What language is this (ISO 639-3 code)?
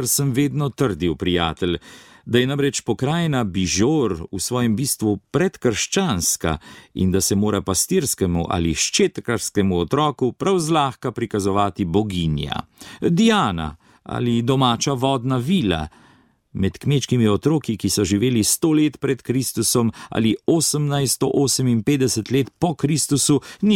slv